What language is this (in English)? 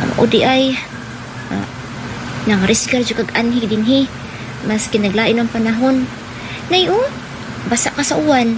Cebuano